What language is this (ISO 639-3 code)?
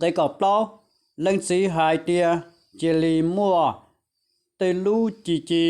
hmn